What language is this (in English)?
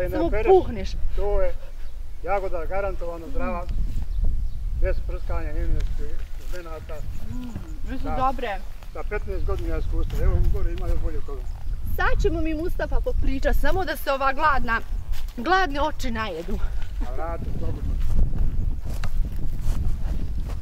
Bosnian